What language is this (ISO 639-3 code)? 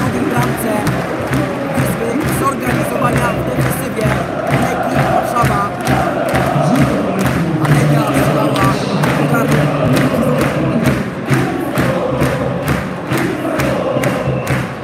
pol